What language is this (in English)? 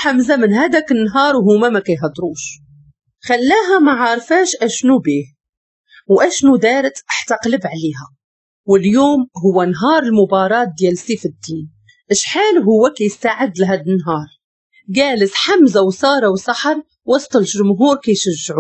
Moroccan Arabic